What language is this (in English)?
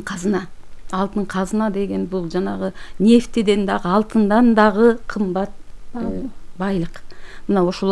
Kyrgyz